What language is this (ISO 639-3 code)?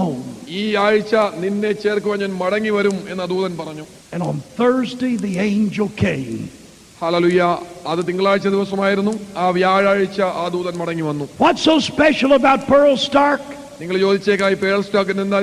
mal